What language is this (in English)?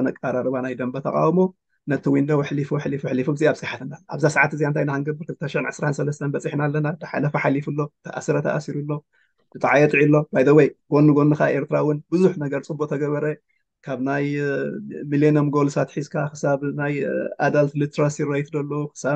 Tigrinya